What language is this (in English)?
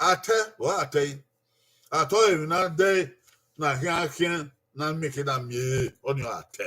Bini